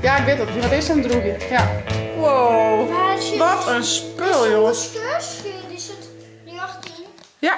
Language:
Western Frisian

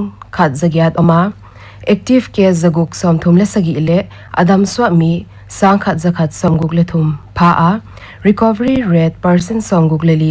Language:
Paite Chin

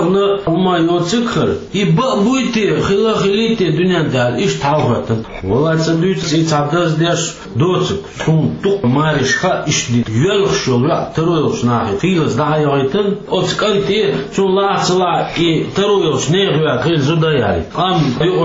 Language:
Chechen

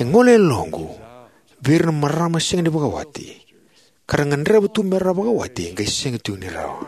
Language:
Fijian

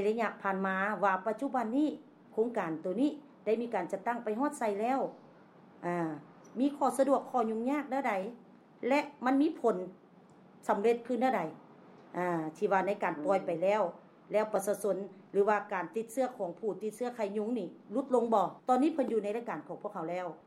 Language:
Lao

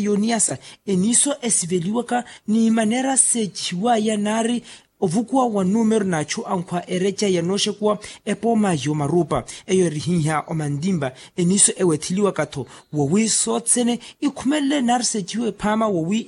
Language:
Makhuwa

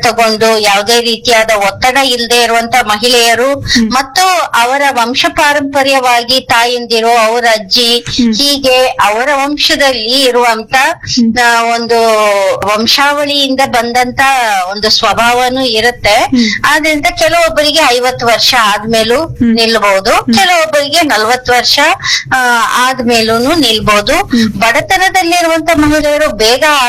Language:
Kannada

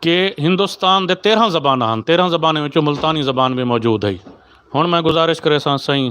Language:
Saraiki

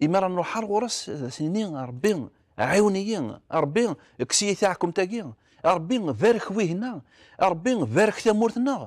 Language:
Kabyle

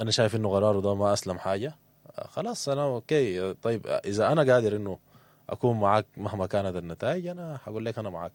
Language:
Sudanese Arabic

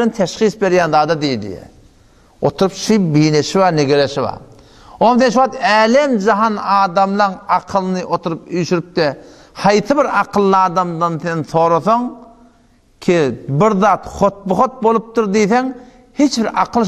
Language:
Turkmen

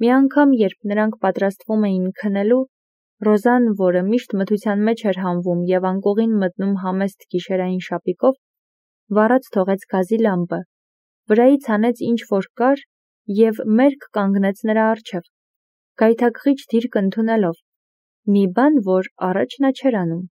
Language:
Armenian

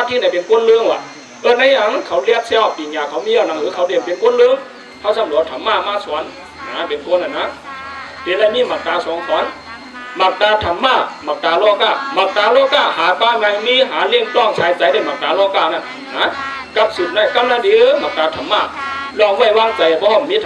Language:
Shan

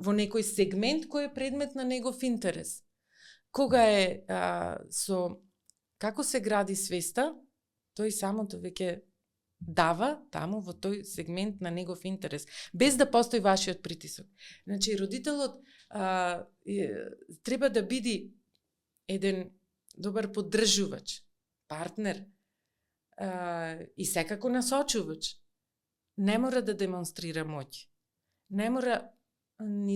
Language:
Macedonian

